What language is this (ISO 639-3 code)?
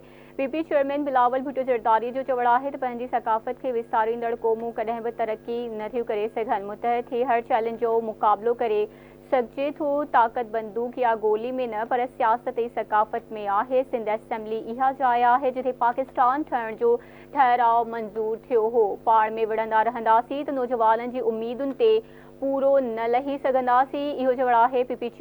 snd